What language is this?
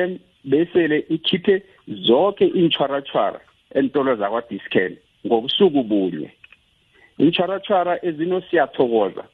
South Ndebele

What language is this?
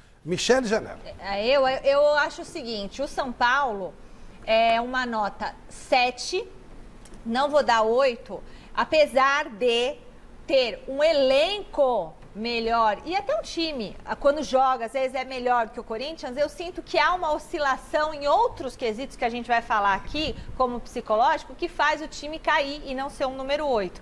Portuguese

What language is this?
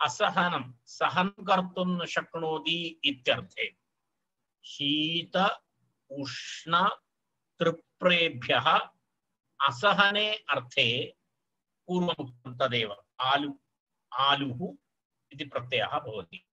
Sanskrit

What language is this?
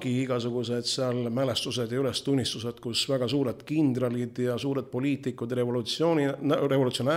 Estonian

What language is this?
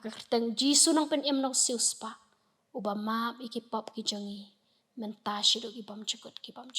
Khasi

